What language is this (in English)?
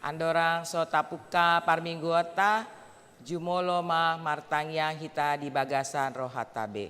Batak Toba